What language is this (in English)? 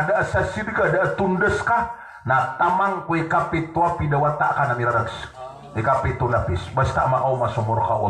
Maranao